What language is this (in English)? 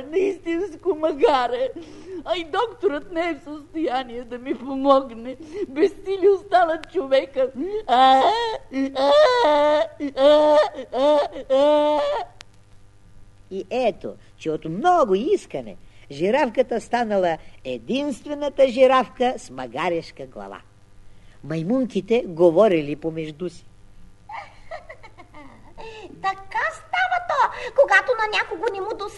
Bulgarian